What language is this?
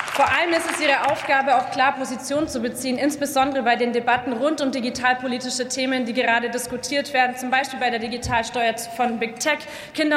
German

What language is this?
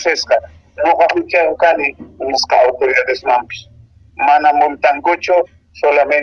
Quechua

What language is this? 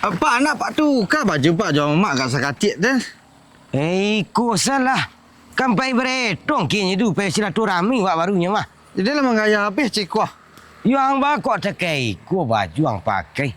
Minangkabau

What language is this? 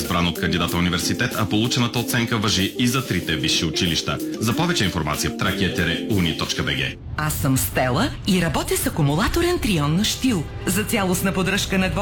Bulgarian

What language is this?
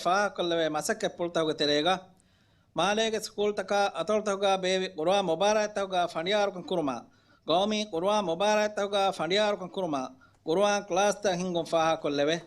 Divehi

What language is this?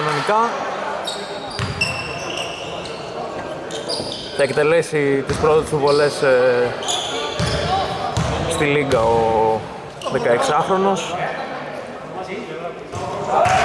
Greek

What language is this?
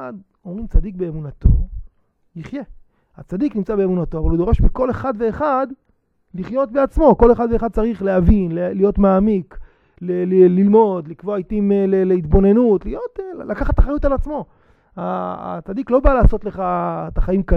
Hebrew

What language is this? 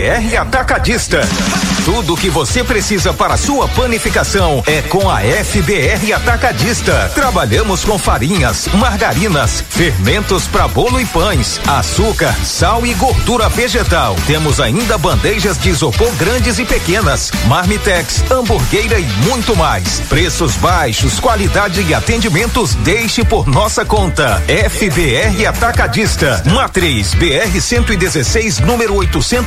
Portuguese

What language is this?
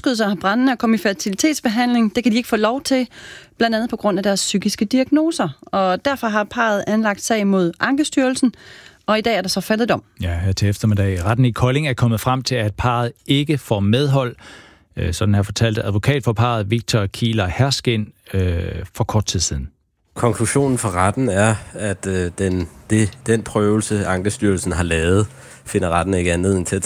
Danish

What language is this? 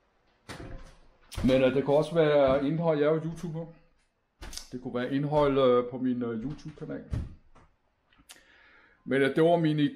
Danish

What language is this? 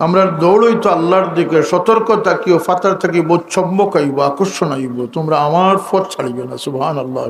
Sylheti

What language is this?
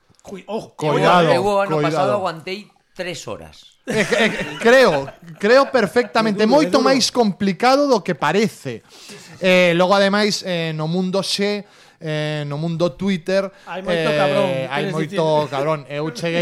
Galician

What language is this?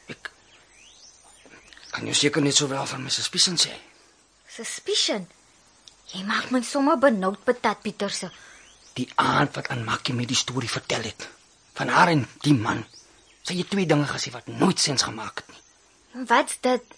Afrikaans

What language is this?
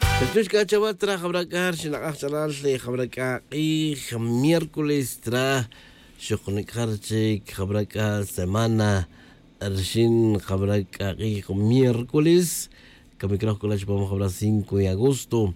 Tz'utujil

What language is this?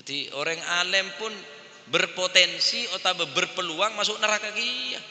Madurese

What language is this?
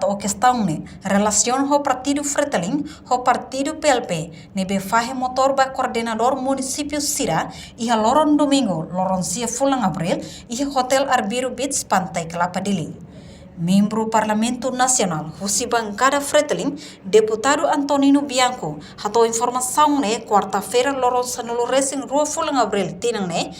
Tetum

